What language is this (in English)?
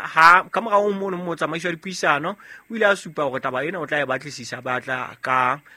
Southern Sotho